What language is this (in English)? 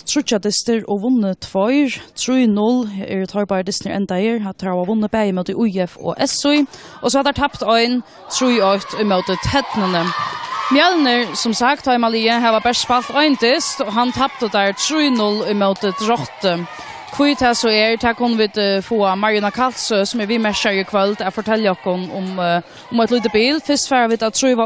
Faroese